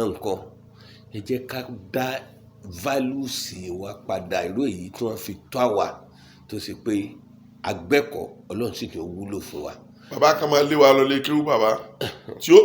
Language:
Yoruba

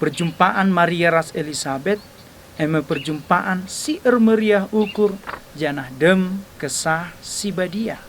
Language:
Batak Karo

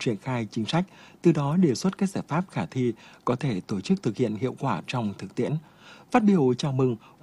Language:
Vietnamese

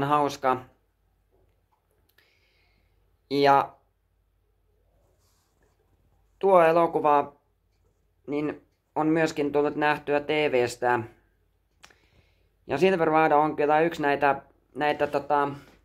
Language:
Finnish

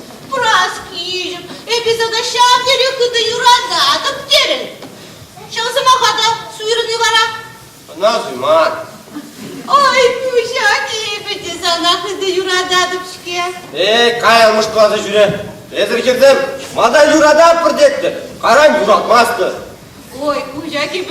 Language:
Chuvash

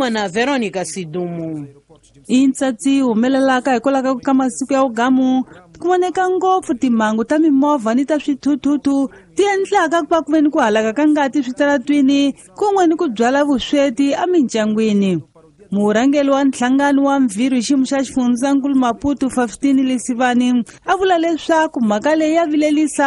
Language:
Tsonga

